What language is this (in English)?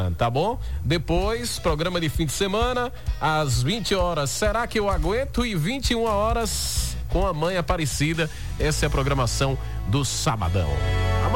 Portuguese